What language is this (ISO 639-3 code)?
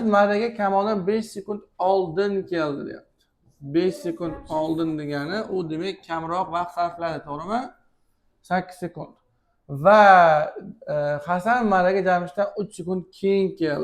uzb